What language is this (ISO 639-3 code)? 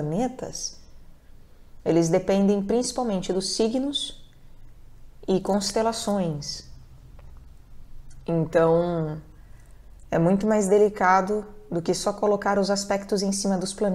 por